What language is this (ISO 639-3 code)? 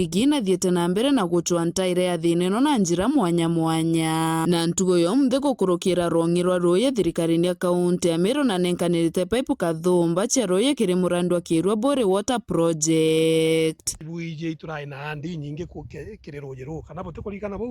mer